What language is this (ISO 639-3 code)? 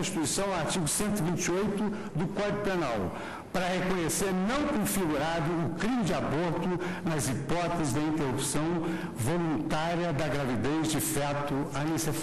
por